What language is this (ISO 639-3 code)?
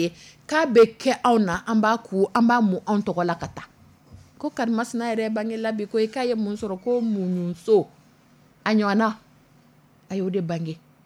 dyu